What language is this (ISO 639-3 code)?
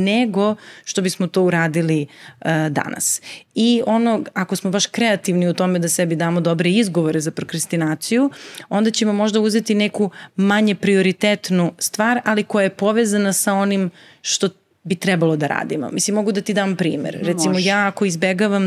srp